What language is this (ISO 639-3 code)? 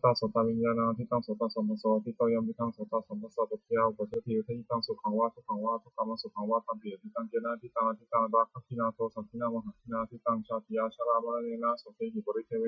pli